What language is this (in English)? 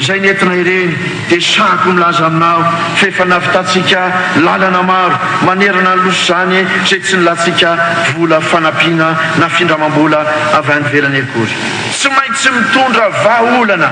Malagasy